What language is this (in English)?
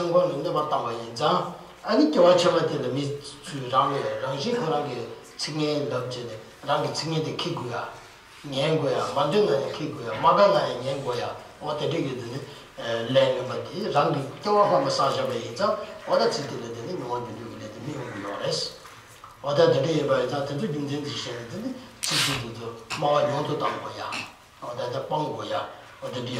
Tibetan